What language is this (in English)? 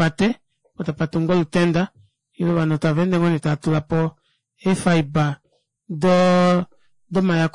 Kuanyama